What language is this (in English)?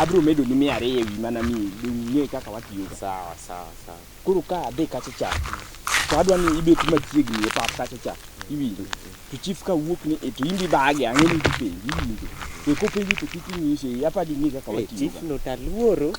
Luo (Kenya and Tanzania)